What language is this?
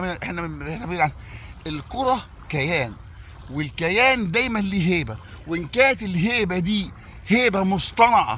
Egyptian Arabic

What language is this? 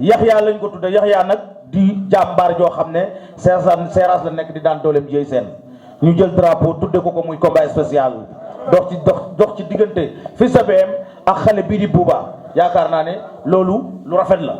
Wolof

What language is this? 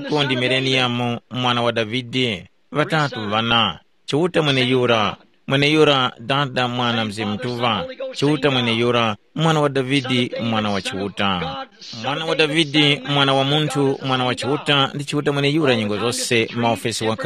Tumbuka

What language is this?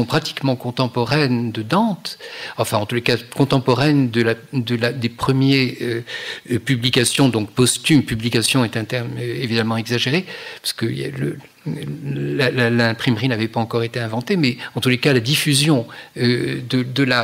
French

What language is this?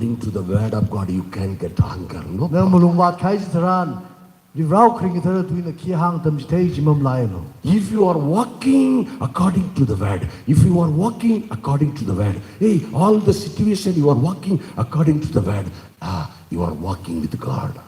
Tangkhul Naga (India)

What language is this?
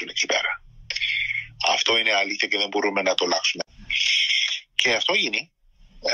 Greek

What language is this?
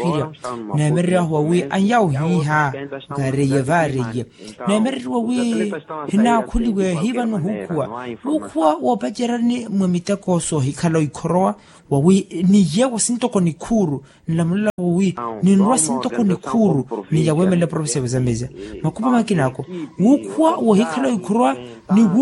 Makhuwa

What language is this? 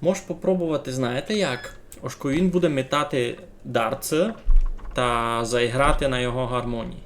Rusyn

